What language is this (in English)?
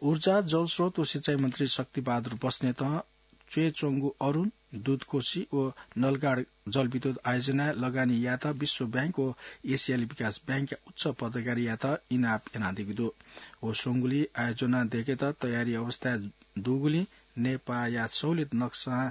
Newari